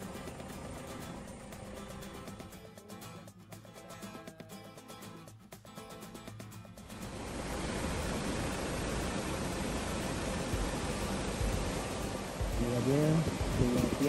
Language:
Malay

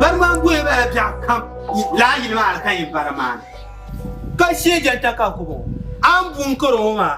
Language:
Dagbani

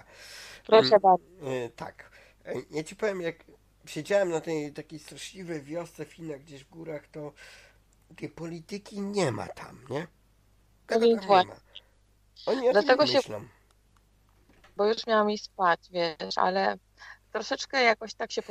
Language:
Polish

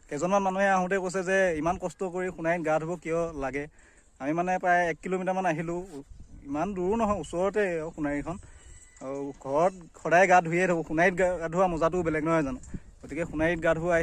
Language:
Assamese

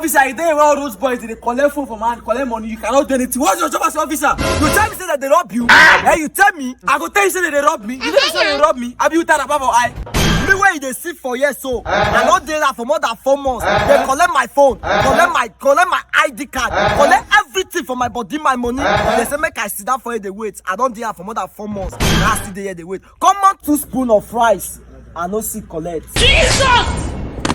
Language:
Nigerian Pidgin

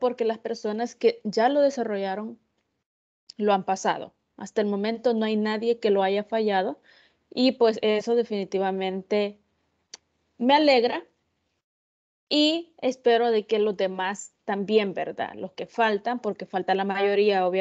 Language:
Spanish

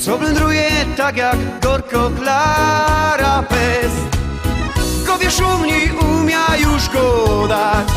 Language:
Silesian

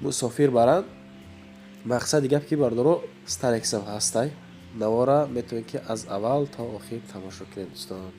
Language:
Tajik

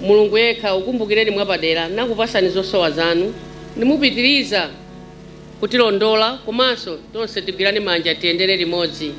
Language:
Nyanja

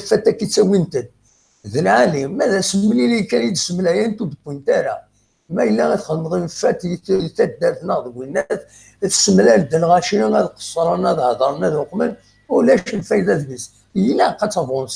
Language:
Kabyle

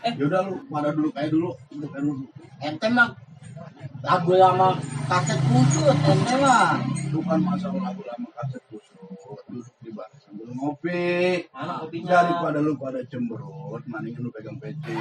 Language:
Betawi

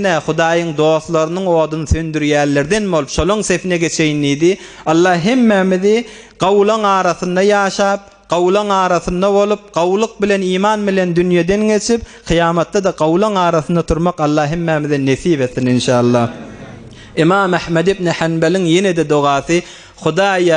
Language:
Turkmen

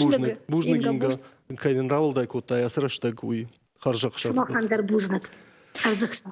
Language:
Ossetic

